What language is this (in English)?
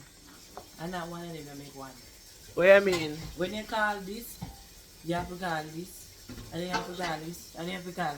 Jamaican Creole English